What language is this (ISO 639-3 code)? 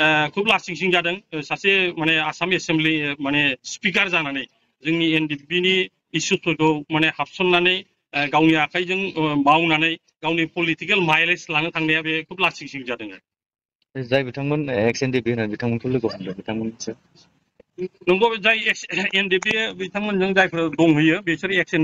brx